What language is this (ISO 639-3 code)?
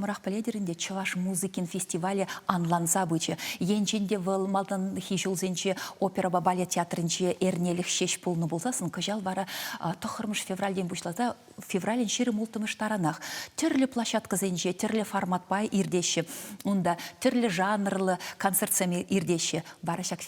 chv